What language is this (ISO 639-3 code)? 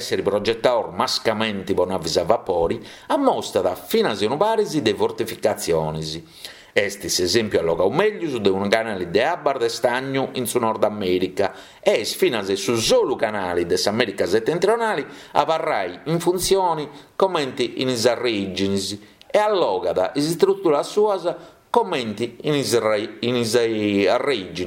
srd